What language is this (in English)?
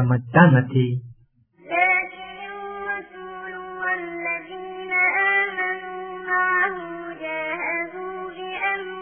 Gujarati